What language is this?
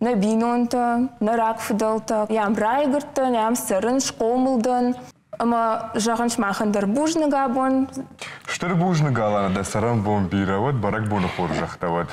Ossetic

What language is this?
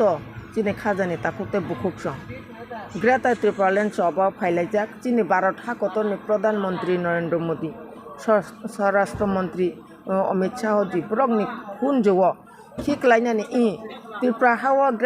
Kok Borok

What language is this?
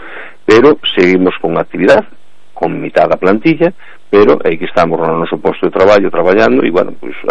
Galician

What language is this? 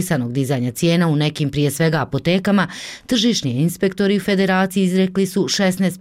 Bosnian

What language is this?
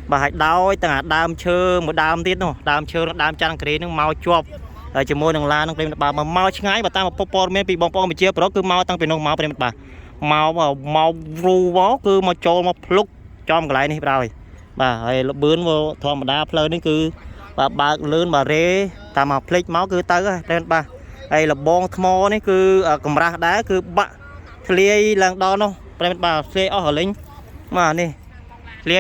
Khmer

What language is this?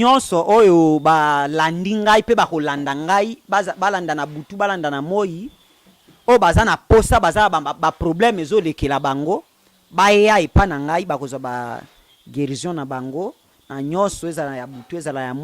Lingala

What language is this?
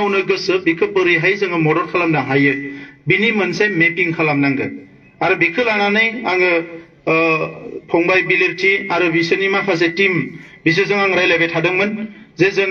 Bodo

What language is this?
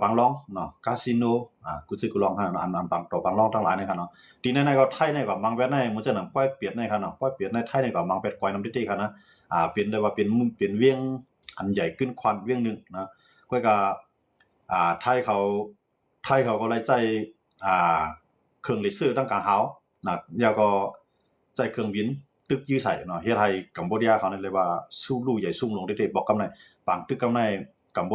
Shan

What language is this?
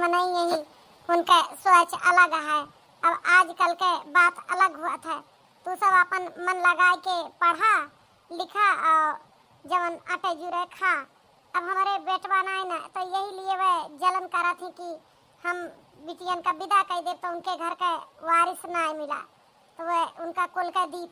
Awadhi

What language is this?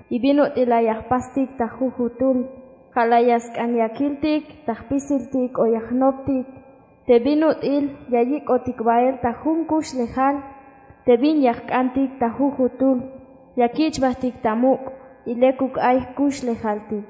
Tzeltal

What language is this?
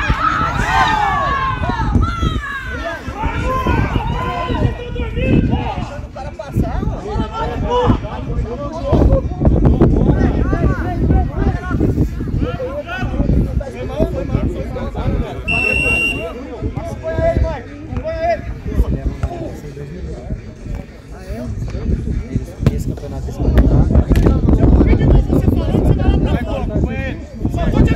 Portuguese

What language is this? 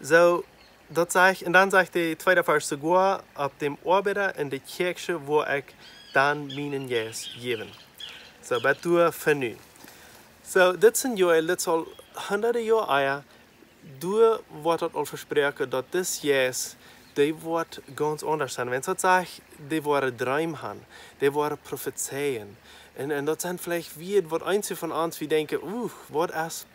Plautdietsch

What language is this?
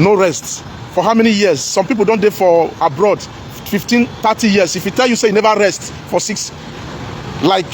Nigerian Pidgin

